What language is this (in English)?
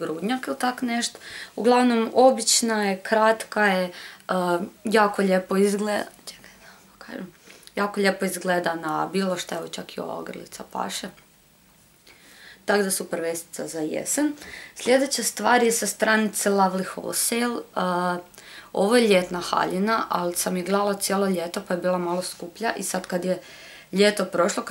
Croatian